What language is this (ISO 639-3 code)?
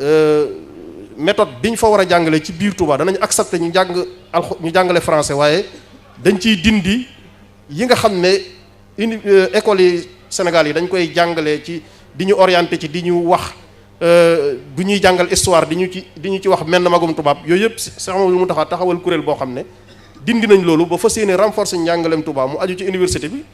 wol